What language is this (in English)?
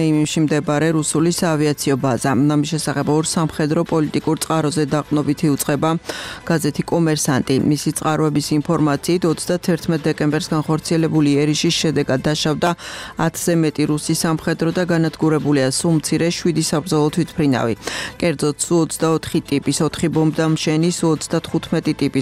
Georgian